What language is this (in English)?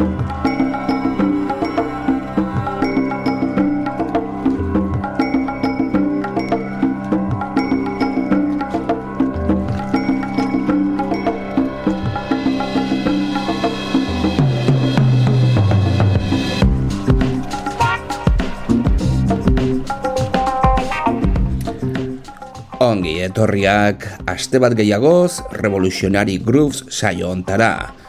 Basque